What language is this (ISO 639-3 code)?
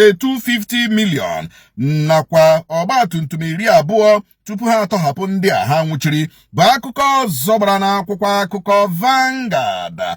ibo